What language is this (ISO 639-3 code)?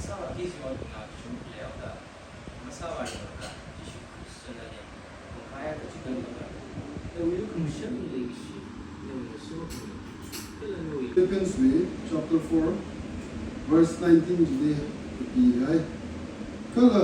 nmf